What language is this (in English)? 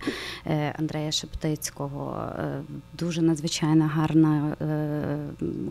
Ukrainian